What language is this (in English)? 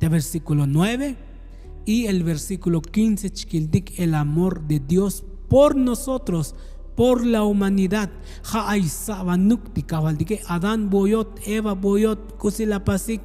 Tzotzil